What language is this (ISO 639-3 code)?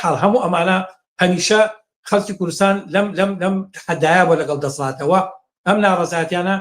ckb